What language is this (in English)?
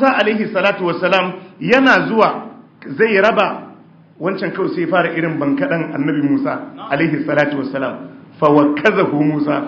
Hausa